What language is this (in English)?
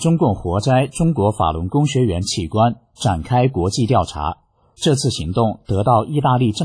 Chinese